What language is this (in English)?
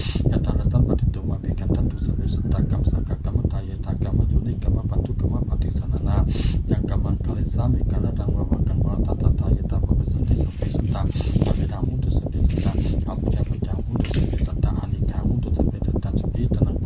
Pali